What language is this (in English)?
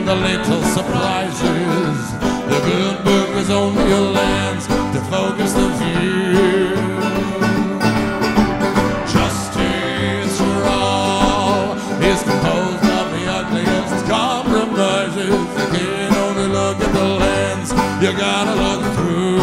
English